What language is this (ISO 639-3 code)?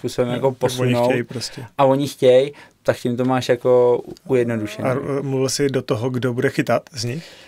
ces